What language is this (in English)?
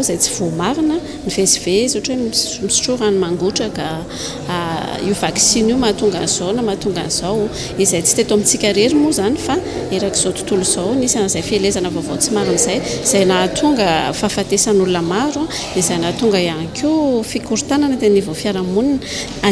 Malagasy